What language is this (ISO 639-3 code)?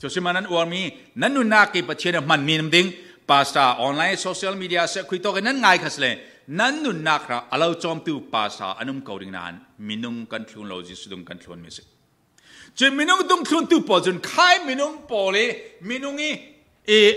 cfm